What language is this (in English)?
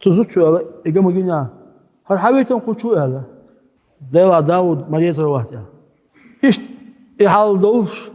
Chechen